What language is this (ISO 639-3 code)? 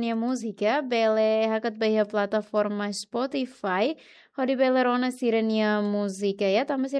tet